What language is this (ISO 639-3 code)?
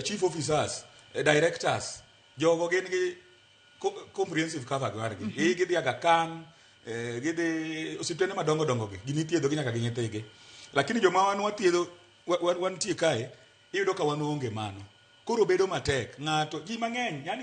luo